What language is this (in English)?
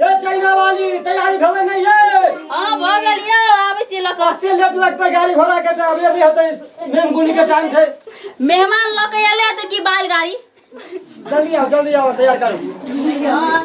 Maithili